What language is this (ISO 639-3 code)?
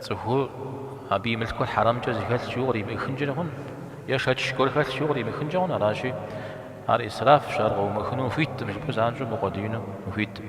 kbd